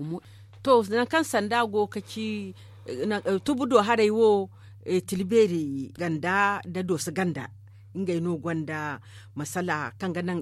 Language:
Zarma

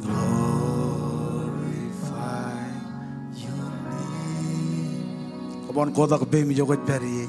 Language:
Marshallese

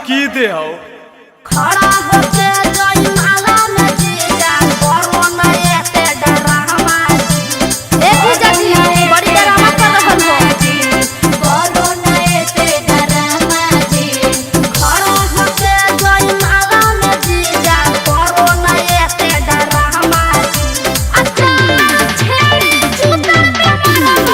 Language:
Magahi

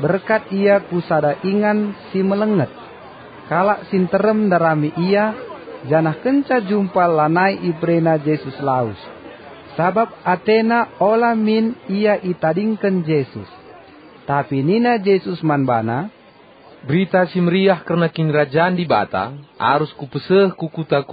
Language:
Batak Karo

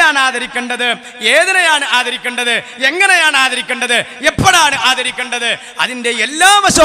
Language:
Malayalam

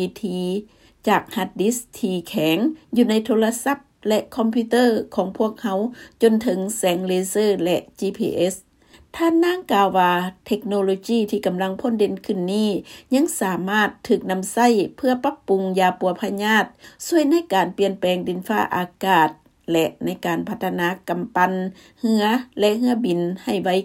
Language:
Lao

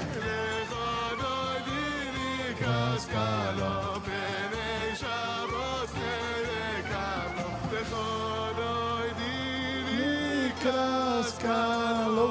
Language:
Yiddish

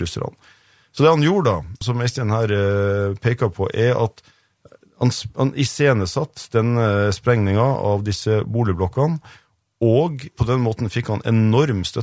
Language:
Norwegian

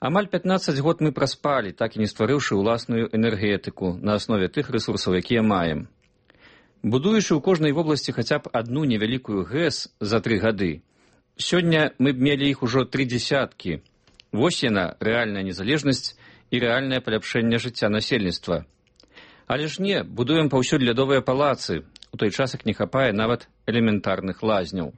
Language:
Belarusian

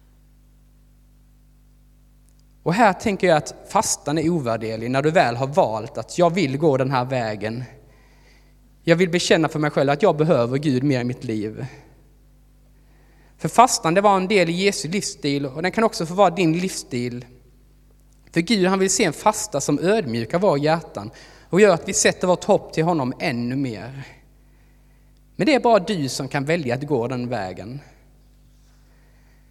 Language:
Swedish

